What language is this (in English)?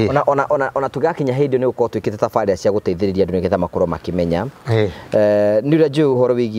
Kikuyu